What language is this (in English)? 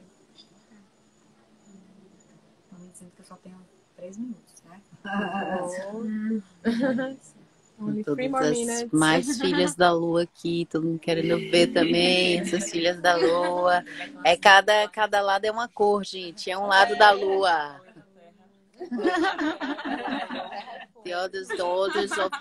Portuguese